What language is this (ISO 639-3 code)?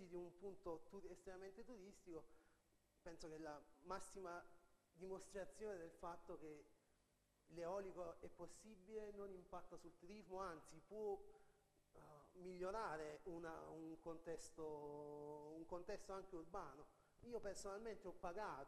ita